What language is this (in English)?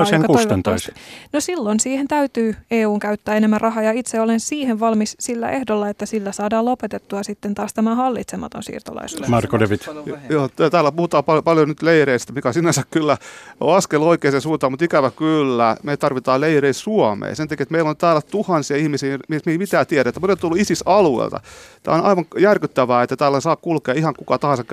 Finnish